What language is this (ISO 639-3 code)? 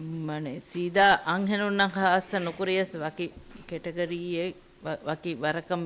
div